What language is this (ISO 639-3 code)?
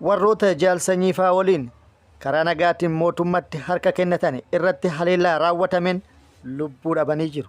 orm